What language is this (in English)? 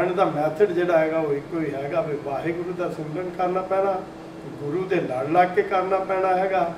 Punjabi